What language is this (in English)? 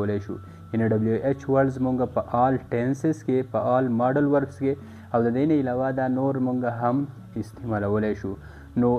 Pashto